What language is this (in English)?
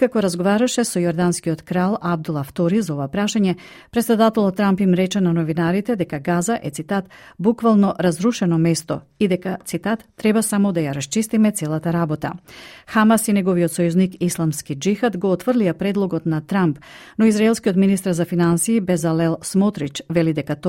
Macedonian